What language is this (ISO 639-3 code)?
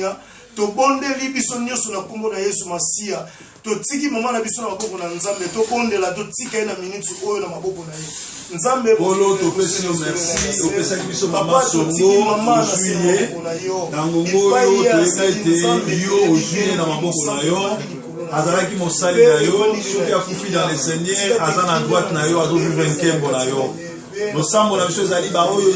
lin